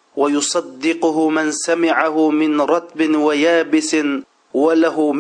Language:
Uyghur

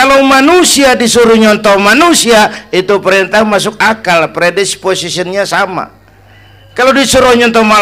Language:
Betawi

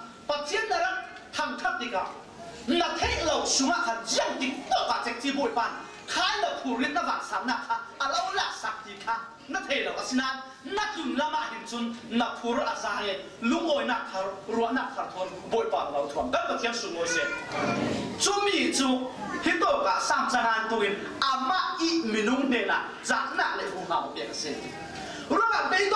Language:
Falam Chin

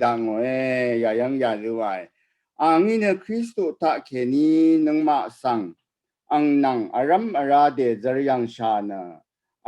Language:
Rawang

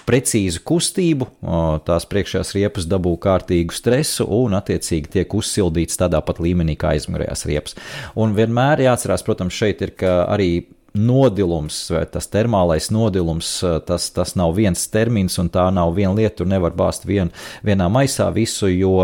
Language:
Latvian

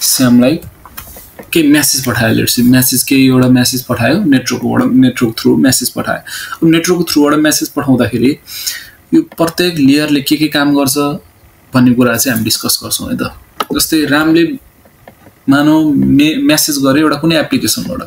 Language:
Nepali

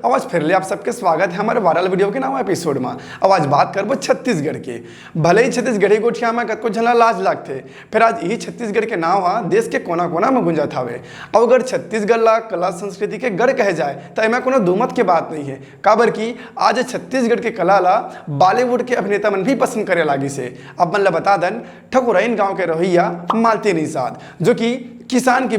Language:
Chhattisgarhi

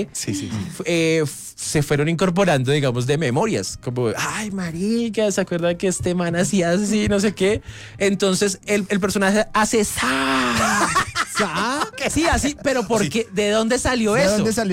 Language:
Spanish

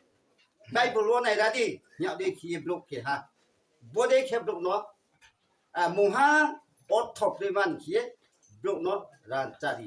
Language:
Riang (India)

